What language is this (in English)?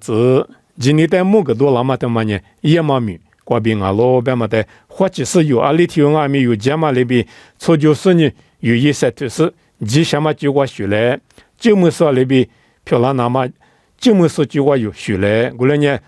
Lisu